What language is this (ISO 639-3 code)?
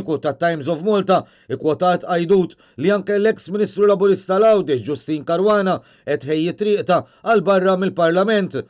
mlt